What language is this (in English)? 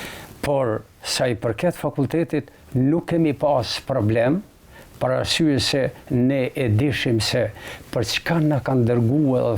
Albanian